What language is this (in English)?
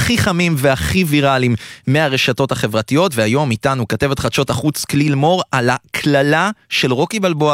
Hebrew